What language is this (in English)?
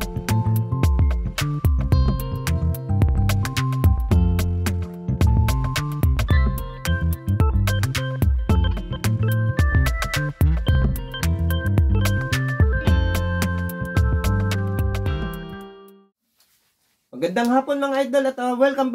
Filipino